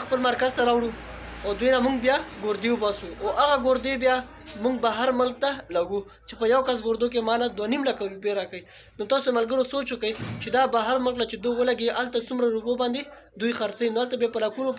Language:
Pashto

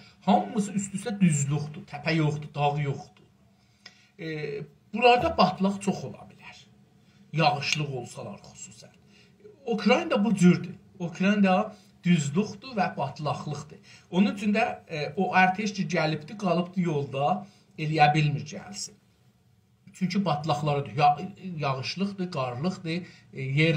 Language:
South Azerbaijani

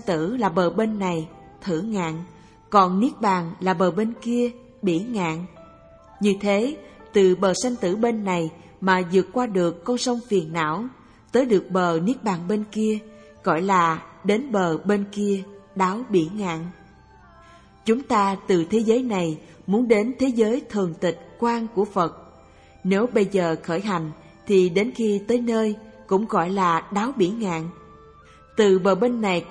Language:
Vietnamese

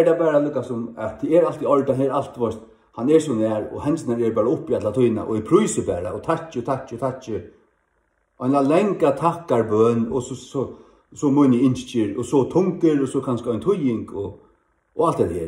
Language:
Faroese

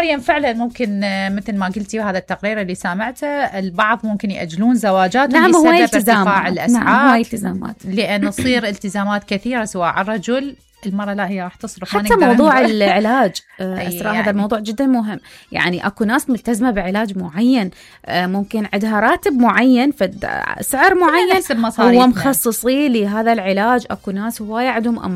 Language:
Mesopotamian Arabic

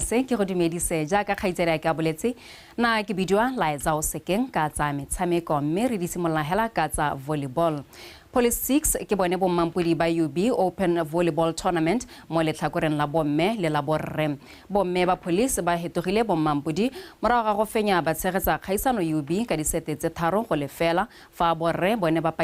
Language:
Tswana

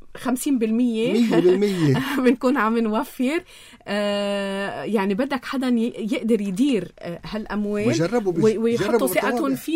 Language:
North Levantine Arabic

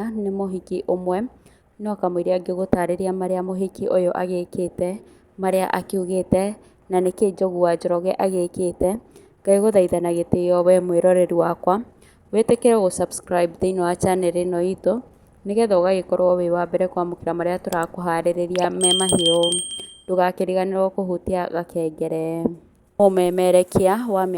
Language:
Kikuyu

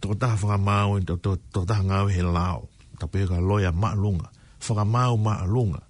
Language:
Tongan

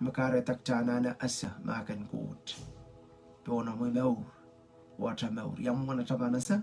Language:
Pohnpeian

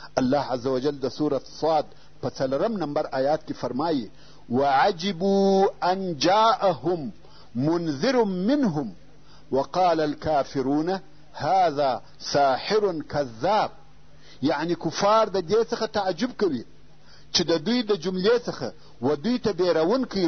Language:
Pashto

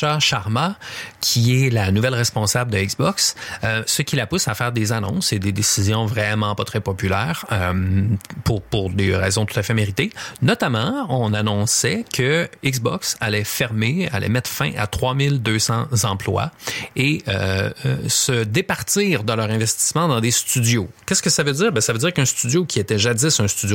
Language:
French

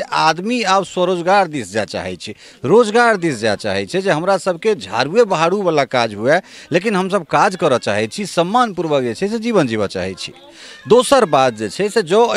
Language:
Maithili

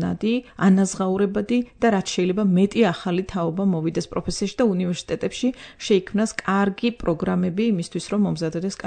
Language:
Georgian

